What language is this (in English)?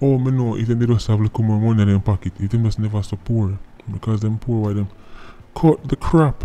Jamaican Creole English